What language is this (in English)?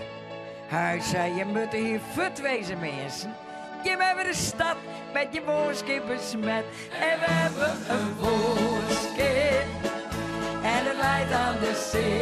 Western Frisian